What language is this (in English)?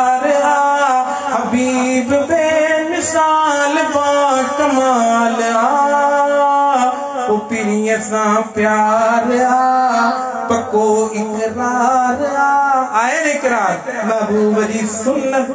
Sindhi